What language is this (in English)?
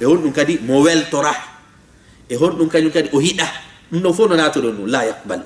Fula